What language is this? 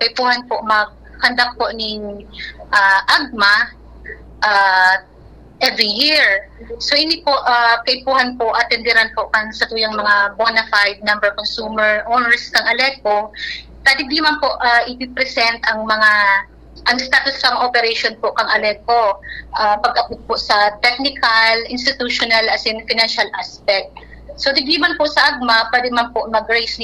Bikol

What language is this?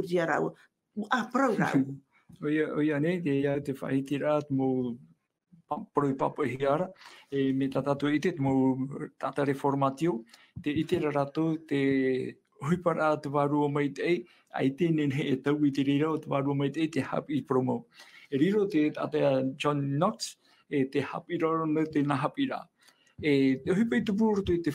Tahitian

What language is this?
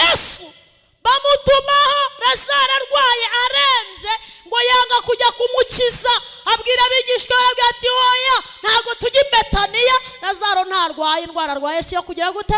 Kinyarwanda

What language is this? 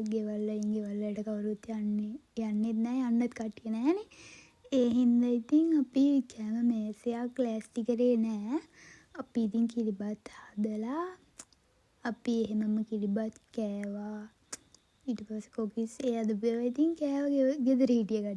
Sinhala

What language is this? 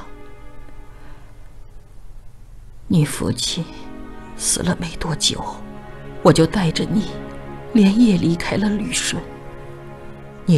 Chinese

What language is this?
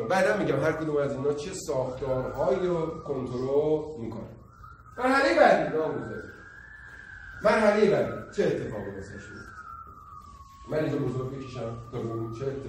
Persian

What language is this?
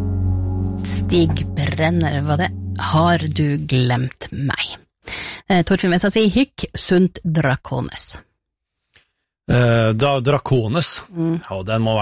Norwegian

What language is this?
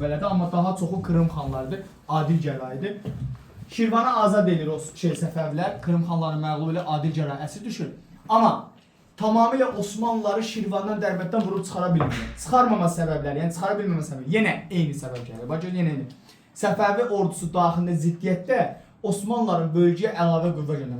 Azerbaijani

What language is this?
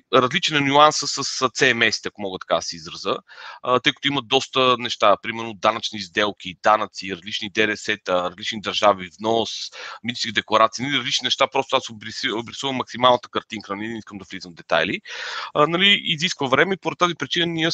Bulgarian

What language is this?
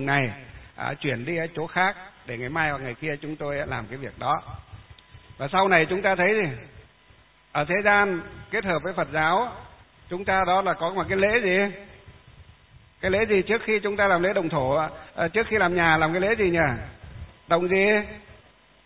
Vietnamese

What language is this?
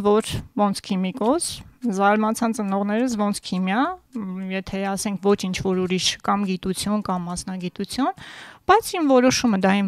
Armenian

